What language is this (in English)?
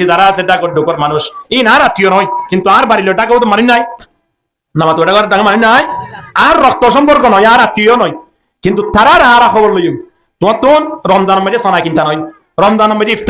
Rohingya